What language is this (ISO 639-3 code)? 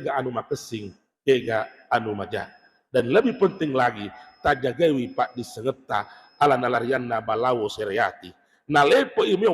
bug